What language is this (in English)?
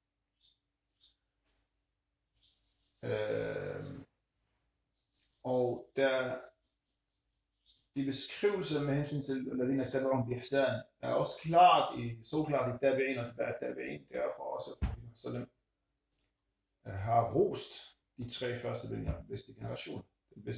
Danish